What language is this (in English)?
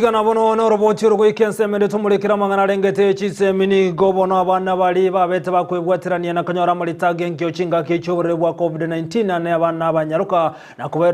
Gusii